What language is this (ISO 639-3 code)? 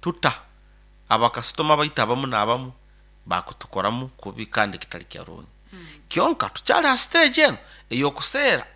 nyo